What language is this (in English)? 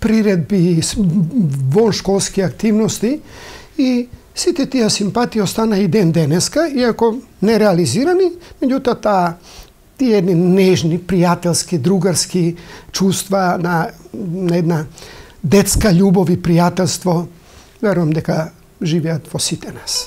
Macedonian